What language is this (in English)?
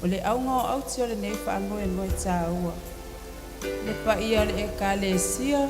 Samoan